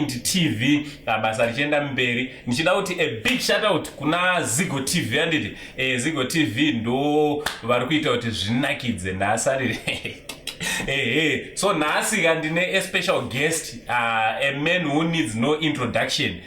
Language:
Shona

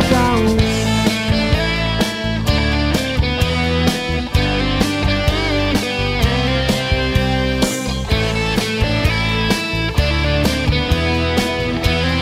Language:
Greek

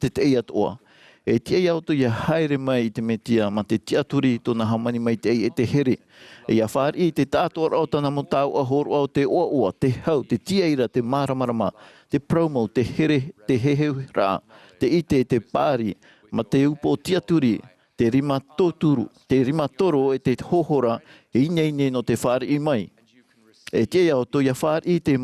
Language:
Tahitian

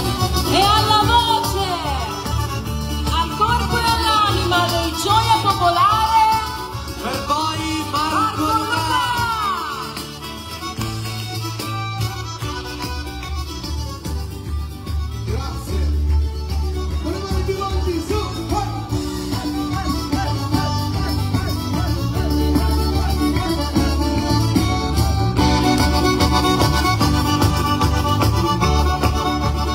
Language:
Italian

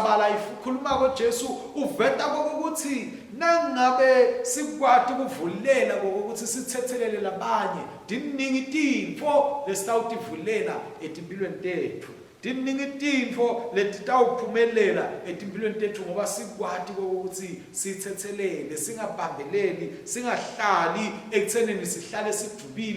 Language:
Swati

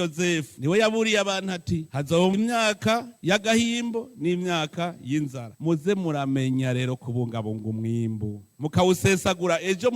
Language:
Rundi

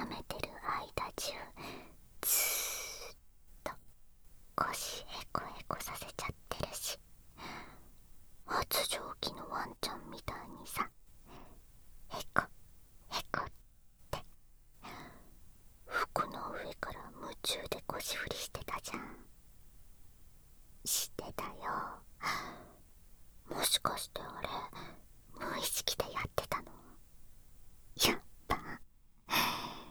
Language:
Japanese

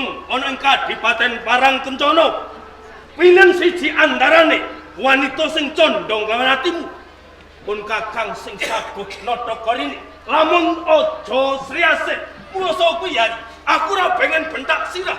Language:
Javanese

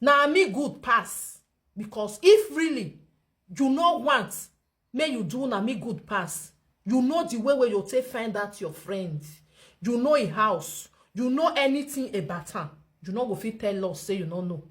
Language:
Nigerian Pidgin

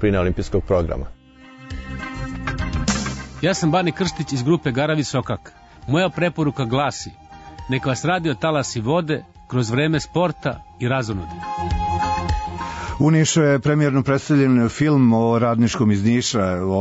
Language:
Serbian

